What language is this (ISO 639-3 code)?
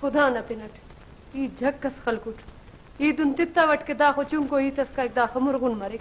brh